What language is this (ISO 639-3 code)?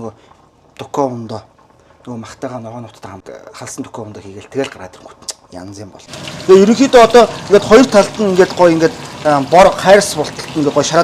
mon